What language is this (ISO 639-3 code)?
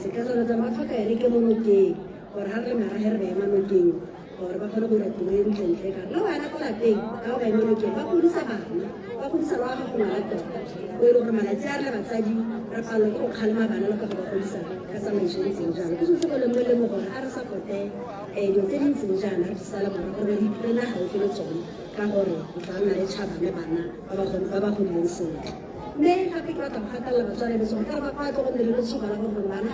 tsn